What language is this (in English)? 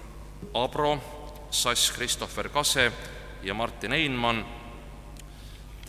Estonian